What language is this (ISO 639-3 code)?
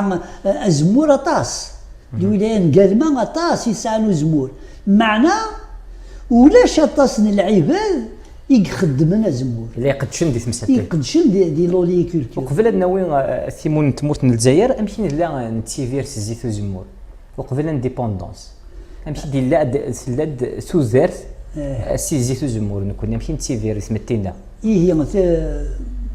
kab